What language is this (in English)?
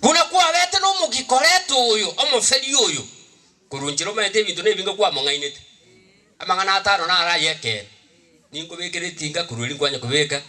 Gusii